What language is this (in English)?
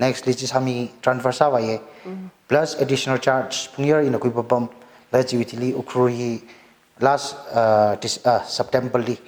Tangkhul Naga (India)